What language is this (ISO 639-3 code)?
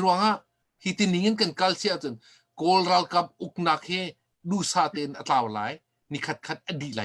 cnh